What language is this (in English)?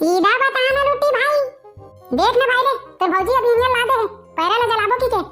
Chhattisgarhi